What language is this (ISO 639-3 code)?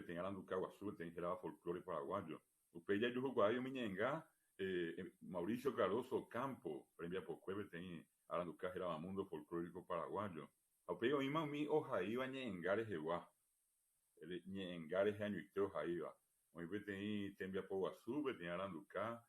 grn